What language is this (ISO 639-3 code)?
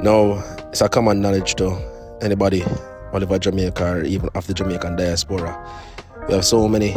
jam